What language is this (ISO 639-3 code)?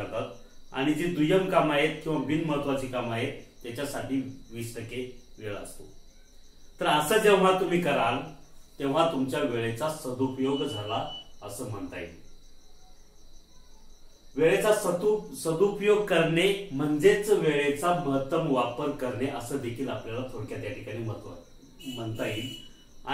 mar